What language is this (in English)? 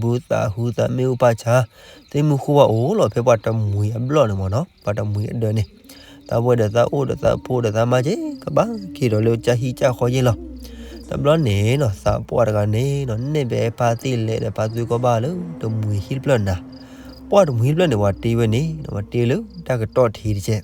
S'gaw Karen